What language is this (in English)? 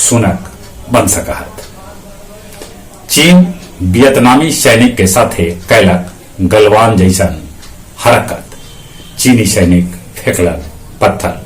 Magahi